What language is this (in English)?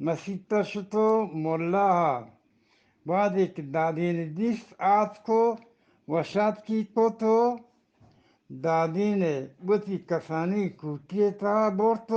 Eastern Balochi